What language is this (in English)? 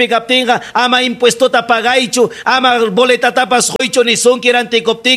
Ayacucho Quechua